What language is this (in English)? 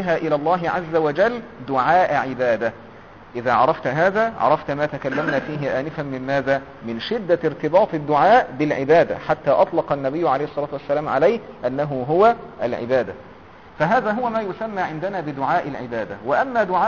Arabic